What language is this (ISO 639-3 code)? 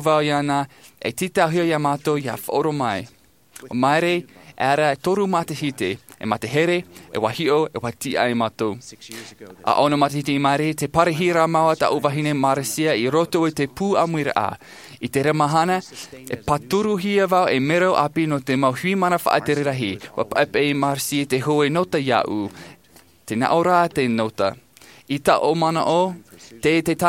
tah